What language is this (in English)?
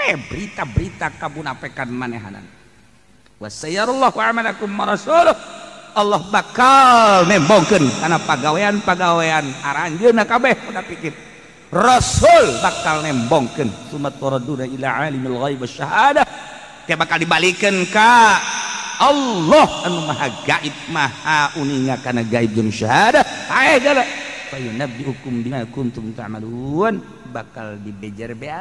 Sundanese